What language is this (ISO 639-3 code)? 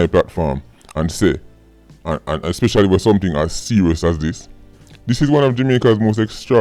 jam